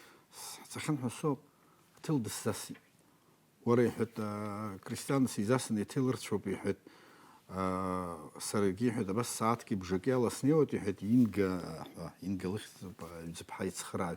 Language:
Abkhazian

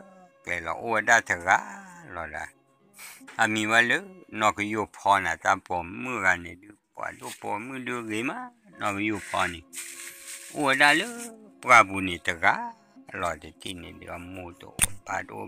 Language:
S'gaw Karen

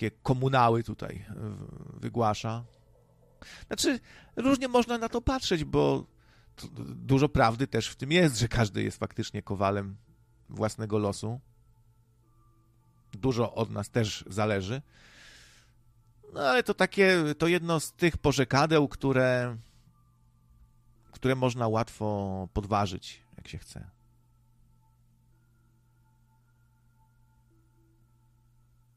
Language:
Polish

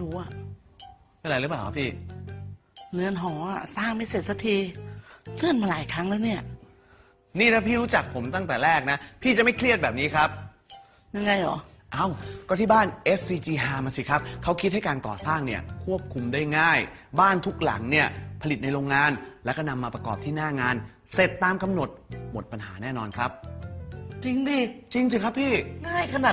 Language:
Thai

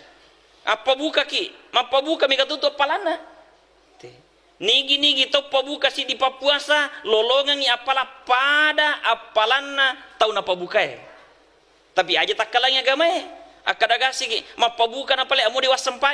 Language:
Buginese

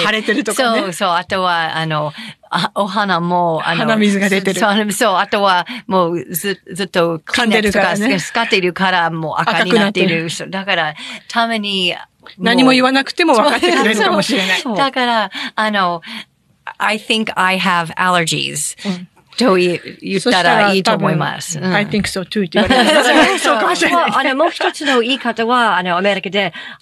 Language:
Japanese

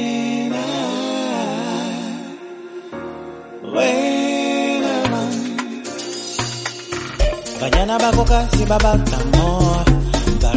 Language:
Swahili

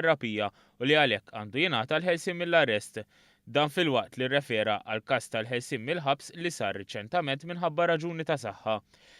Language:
Maltese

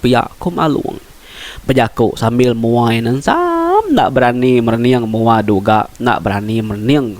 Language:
Iban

